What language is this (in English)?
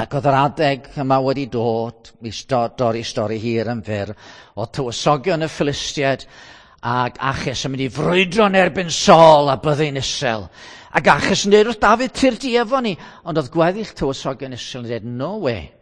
Welsh